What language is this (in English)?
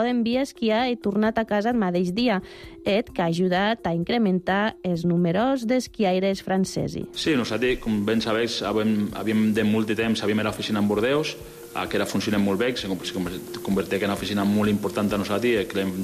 Catalan